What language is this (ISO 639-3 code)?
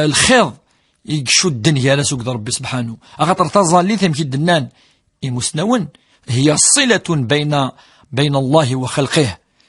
kab